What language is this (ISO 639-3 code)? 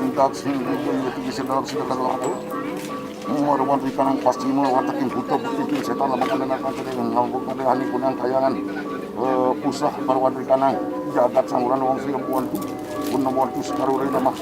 ban